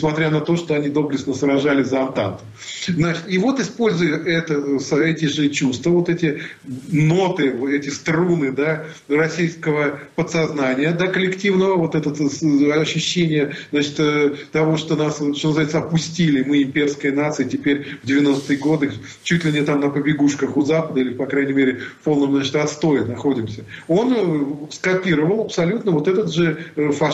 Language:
Russian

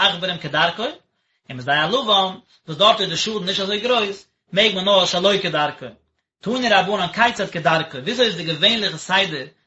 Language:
Yiddish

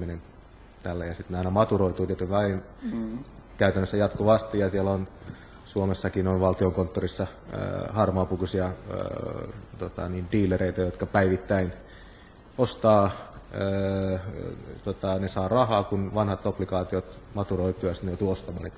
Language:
Finnish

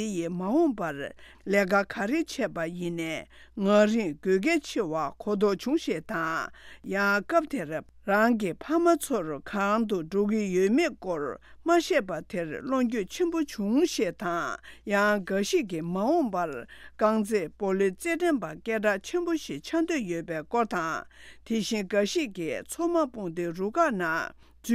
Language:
Tibetan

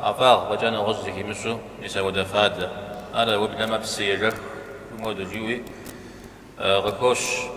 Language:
Kabardian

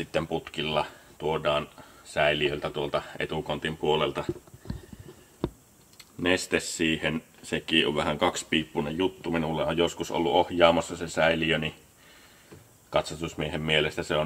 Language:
Finnish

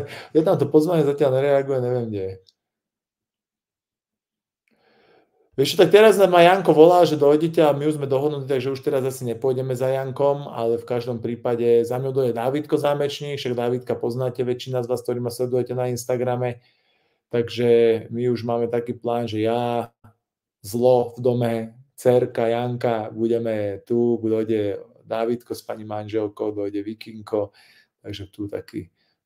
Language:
Slovak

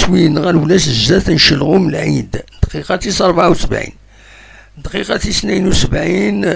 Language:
Kabyle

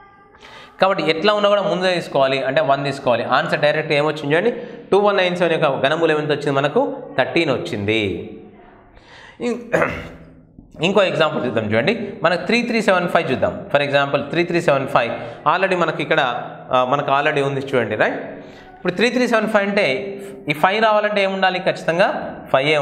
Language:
Telugu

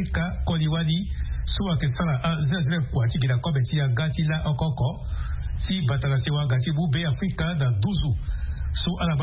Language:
Sango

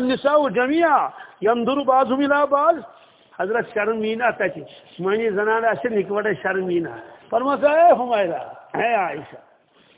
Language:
Kashmiri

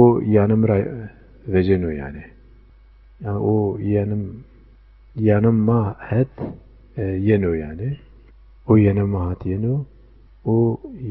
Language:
Zaza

